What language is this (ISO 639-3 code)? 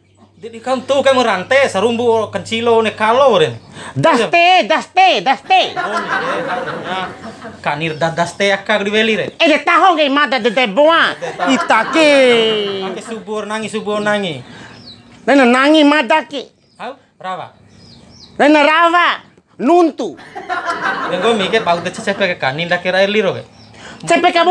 bhp